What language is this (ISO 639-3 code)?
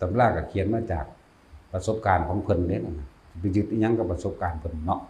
lao